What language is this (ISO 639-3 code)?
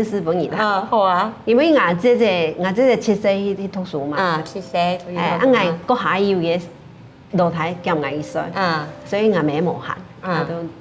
hak